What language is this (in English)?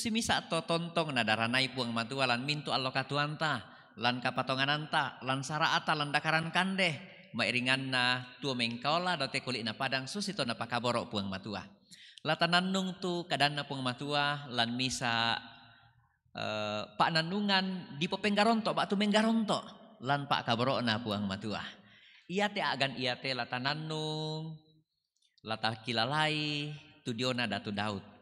Toraja-Sa'dan